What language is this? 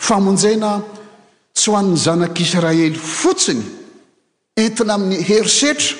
Malagasy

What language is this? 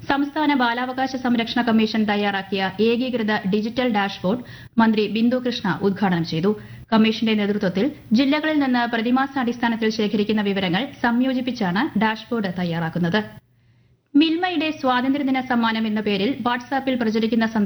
Malayalam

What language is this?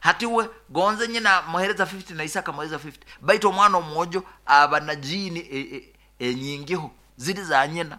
Nyoro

